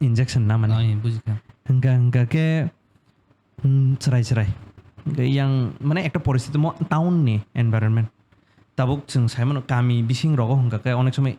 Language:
Kok Borok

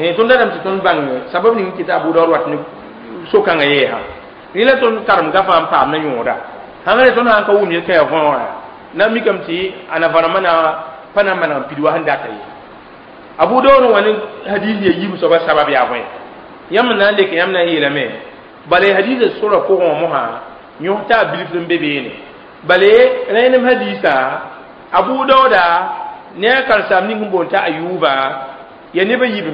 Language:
Mossi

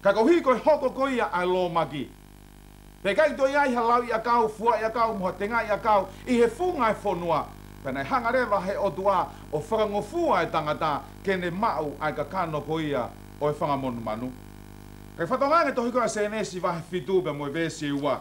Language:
Tongan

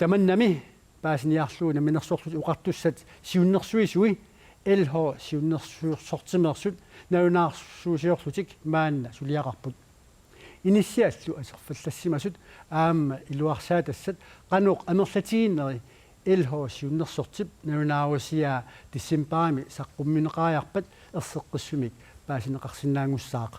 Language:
Kalaallisut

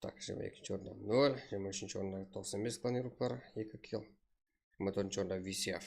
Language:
Kara-Kalpak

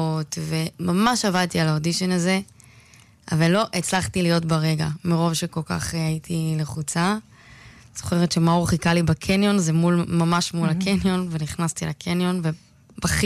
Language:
Hebrew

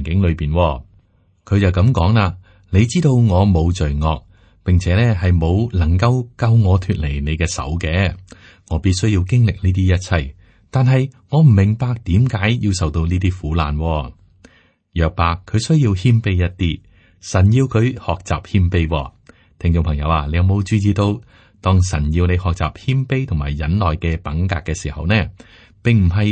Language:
Cantonese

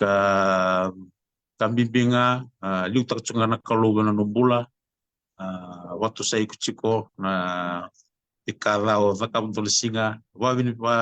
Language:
Fijian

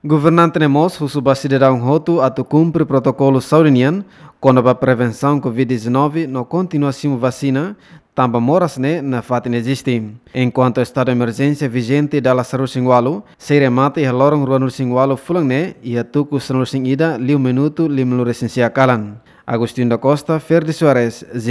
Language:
Tetum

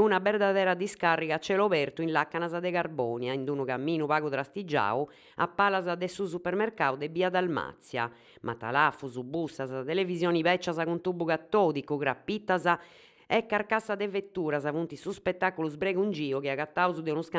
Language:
Sardinian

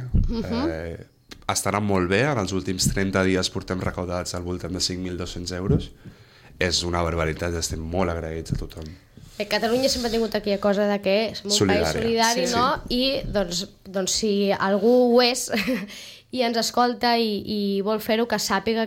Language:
Catalan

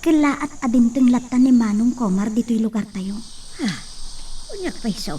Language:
Iloko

